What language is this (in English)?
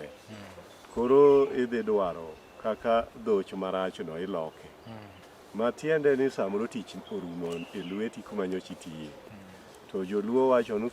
Luo (Kenya and Tanzania)